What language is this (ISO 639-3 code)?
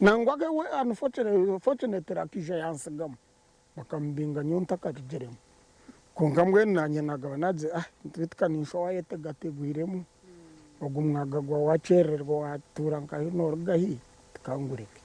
nyn